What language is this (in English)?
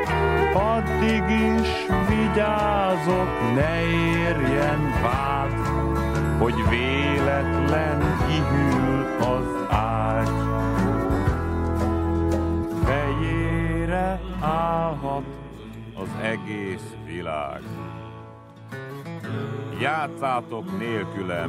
Hungarian